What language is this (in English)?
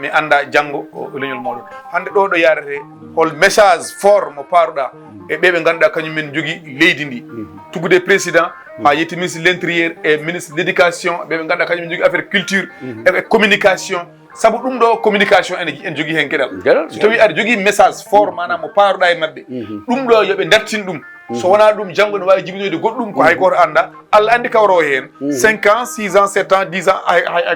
Fula